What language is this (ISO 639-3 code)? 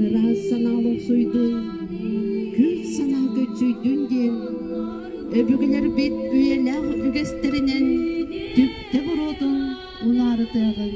sah